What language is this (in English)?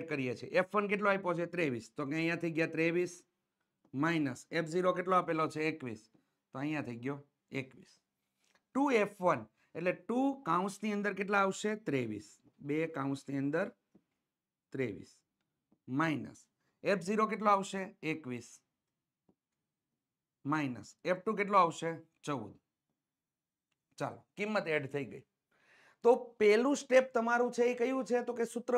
Gujarati